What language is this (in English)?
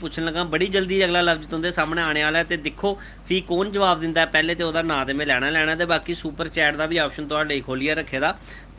Dogri